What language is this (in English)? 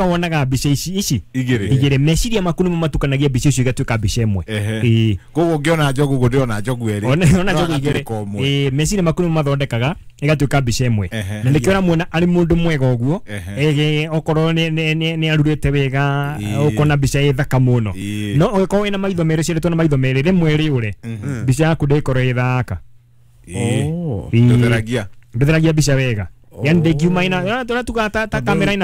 Kikuyu